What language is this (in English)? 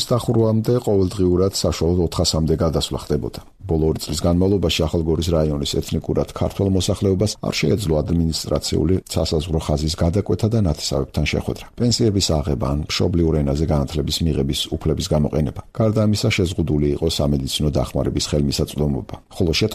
Georgian